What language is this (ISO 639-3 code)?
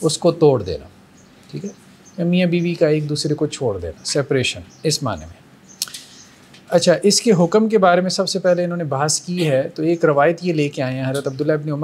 urd